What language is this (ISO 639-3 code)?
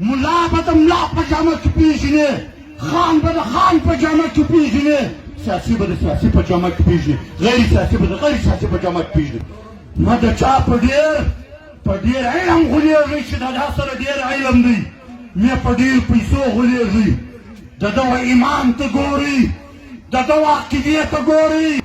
pus